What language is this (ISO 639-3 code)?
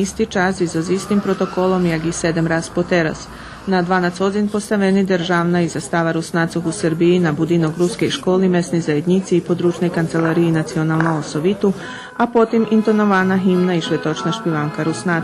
rue